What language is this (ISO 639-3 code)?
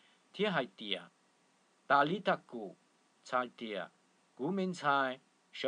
hmn